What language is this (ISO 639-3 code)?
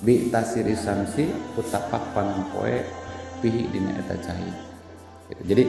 sun